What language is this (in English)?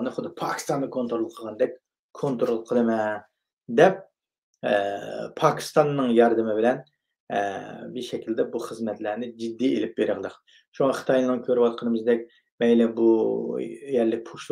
Uyghur